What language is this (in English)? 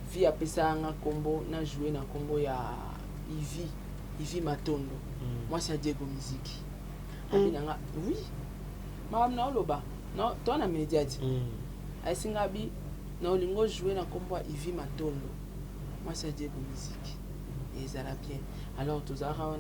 Lingala